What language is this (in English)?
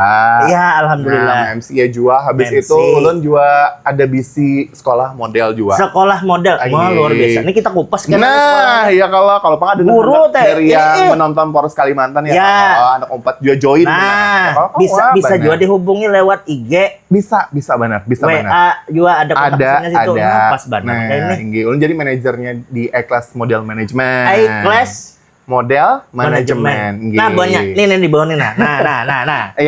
Banjar